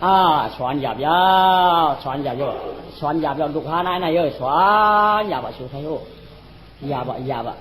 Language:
Shan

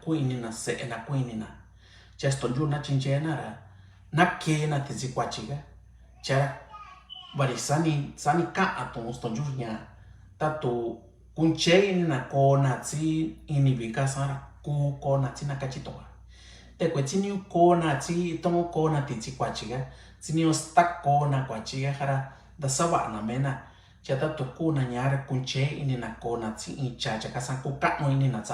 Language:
Mixtepec Mixtec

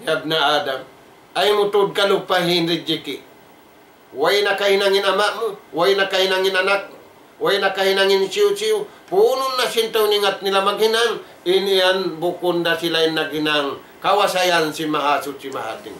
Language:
Tausug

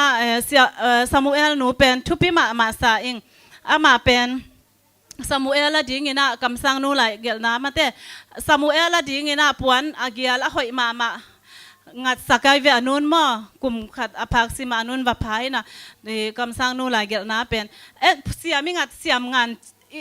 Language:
Tedim Chin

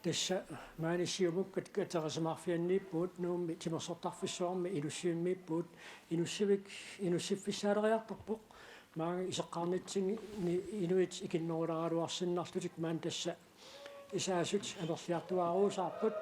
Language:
Kalaallisut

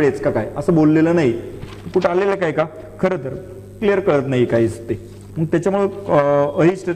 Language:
Marathi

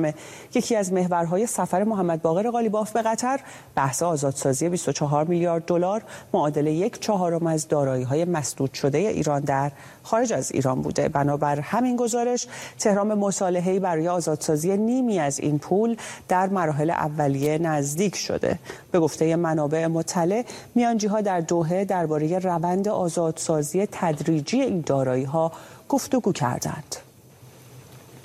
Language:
Persian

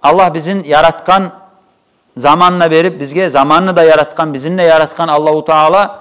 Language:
Kumyk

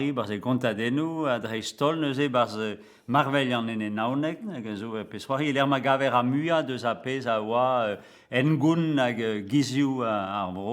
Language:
Breton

